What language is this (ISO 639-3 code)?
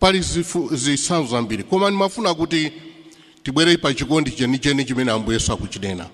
nya